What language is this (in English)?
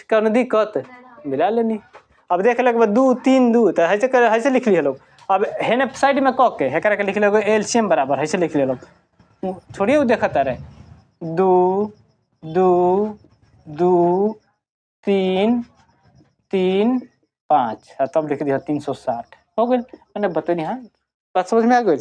Bhojpuri